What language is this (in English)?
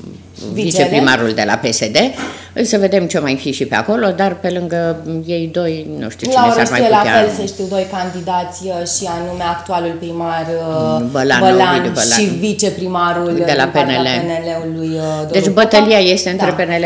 Romanian